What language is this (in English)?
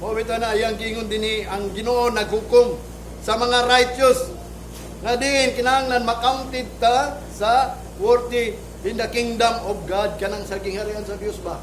Cebuano